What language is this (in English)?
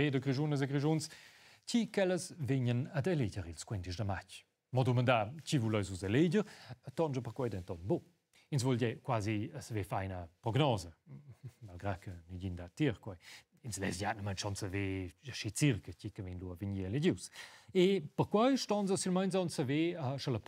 Romansh